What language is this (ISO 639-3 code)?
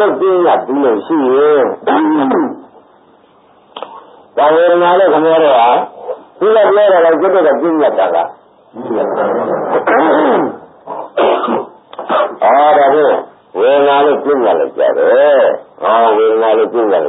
mya